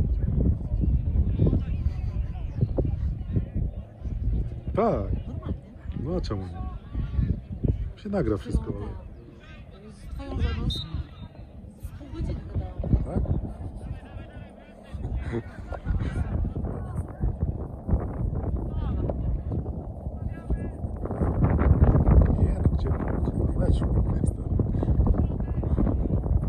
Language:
Polish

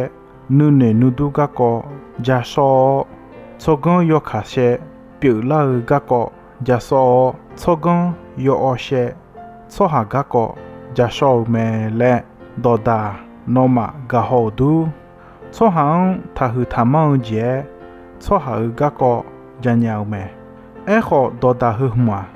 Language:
Akha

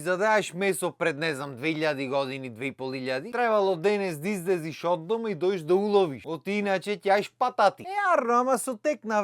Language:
Macedonian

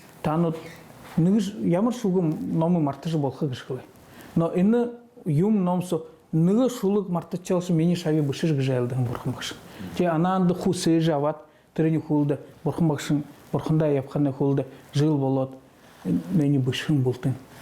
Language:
Buriat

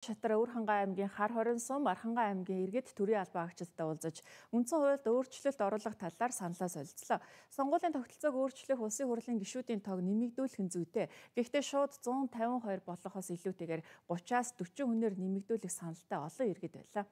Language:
Mongolian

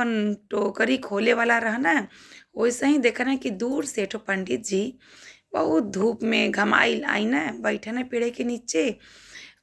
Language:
Bhojpuri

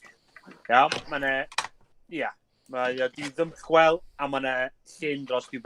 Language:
Welsh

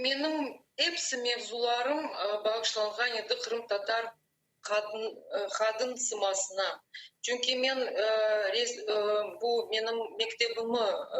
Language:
Crimean Tatar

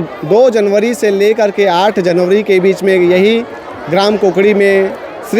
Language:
Chhattisgarhi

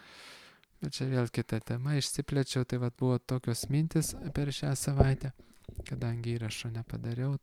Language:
Lithuanian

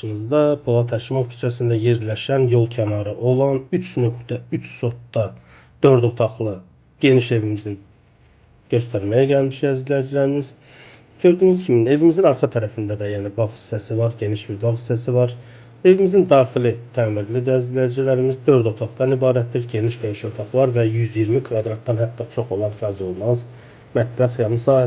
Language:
Azerbaijani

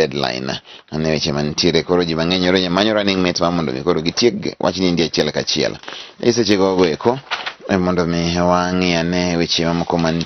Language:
Luo (Kenya and Tanzania)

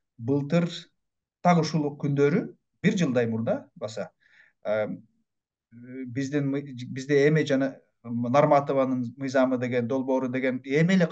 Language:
Kyrgyz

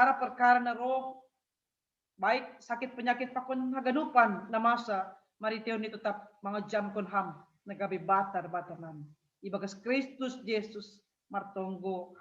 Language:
Batak Simalungun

